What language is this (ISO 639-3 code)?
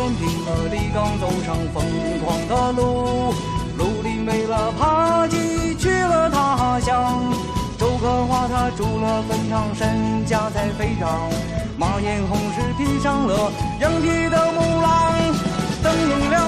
zho